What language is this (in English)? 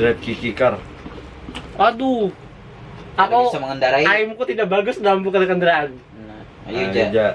Banjar